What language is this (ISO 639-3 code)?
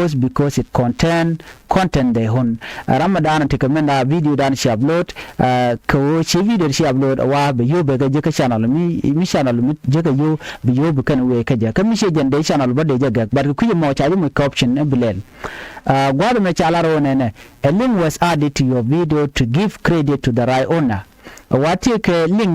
nus